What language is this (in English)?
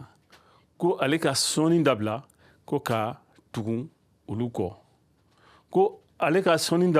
Bambara